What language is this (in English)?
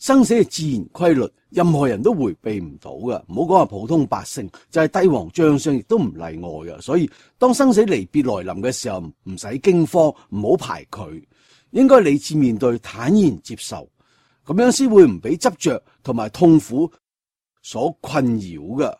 Cantonese